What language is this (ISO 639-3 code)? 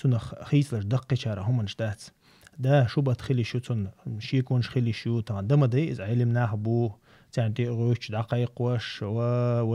che